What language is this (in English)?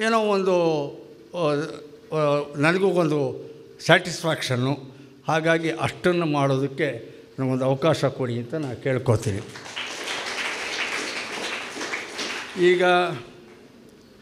Kannada